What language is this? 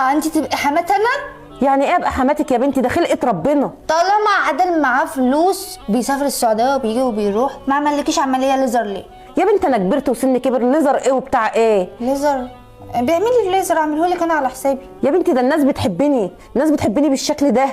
Egyptian Arabic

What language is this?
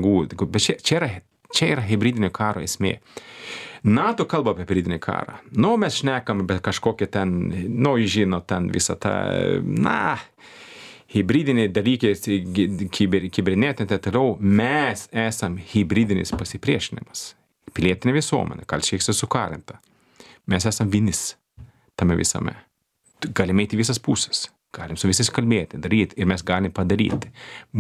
Lithuanian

